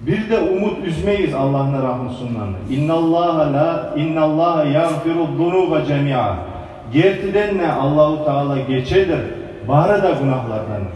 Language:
Kumyk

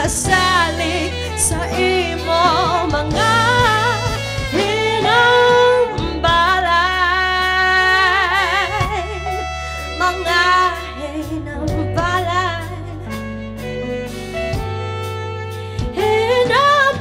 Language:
Hiligaynon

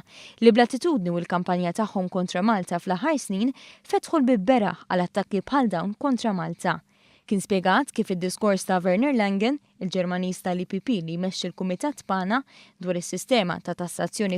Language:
Maltese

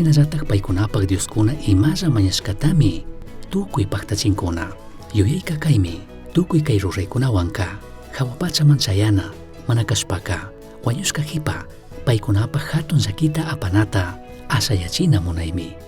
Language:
Chimborazo Highland Quichua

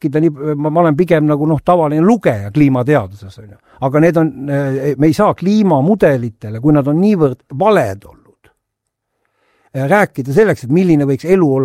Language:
Estonian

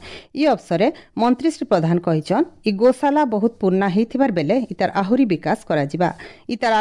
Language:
Odia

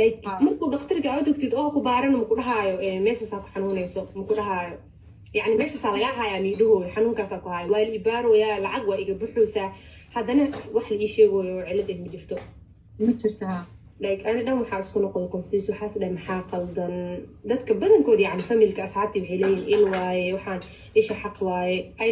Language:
Somali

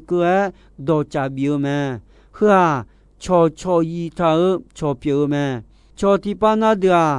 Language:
Akha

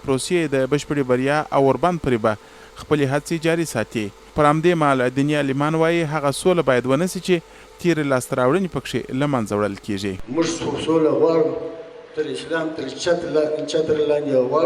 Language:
Pashto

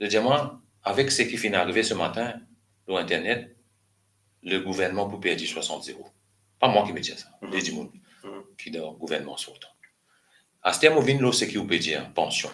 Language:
Morisyen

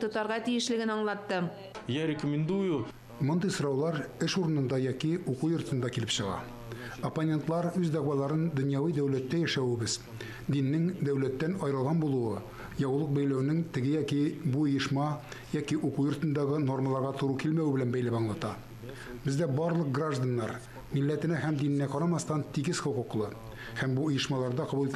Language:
Tatar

